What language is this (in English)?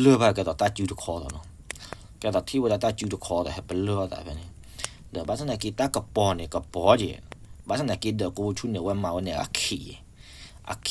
S'gaw Karen